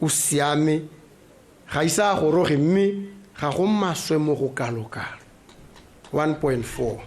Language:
Tswana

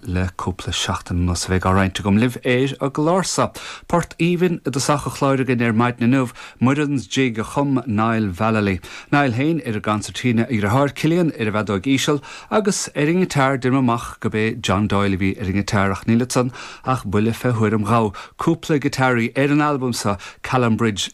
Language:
Irish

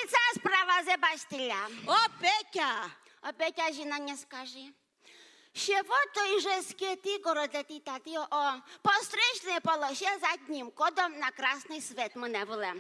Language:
Udmurt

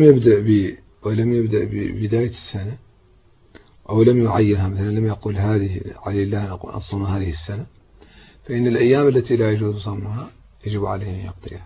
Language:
Arabic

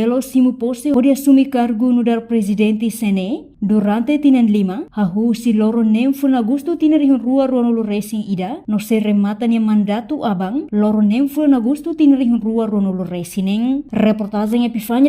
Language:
Tetum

